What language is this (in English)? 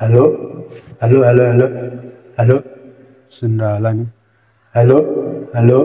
Nepali